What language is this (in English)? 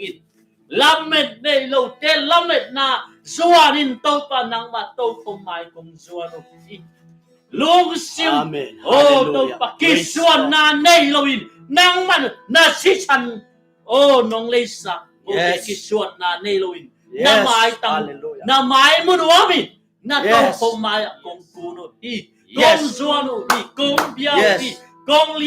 Tedim Chin